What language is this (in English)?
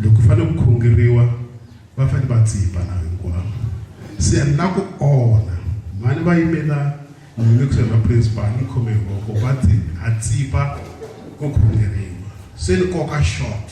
Tsonga